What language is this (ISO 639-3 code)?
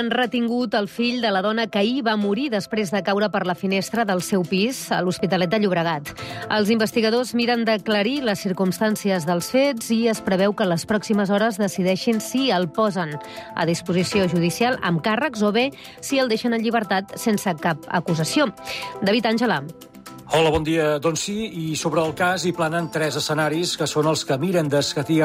cat